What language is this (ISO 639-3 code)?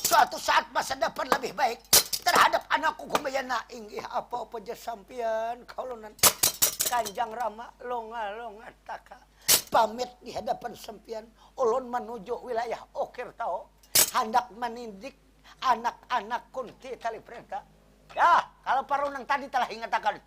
bjn